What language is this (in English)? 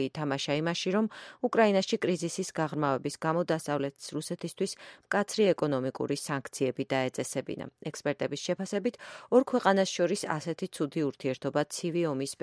Georgian